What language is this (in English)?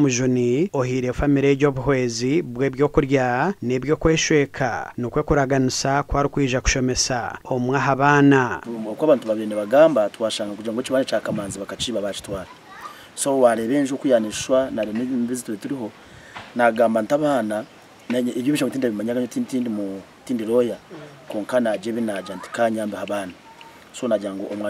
Nyankole